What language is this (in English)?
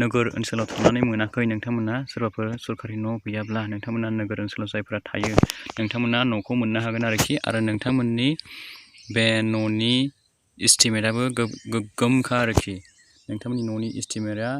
Bodo